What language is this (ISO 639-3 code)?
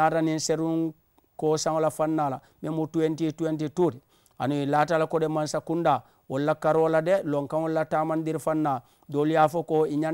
man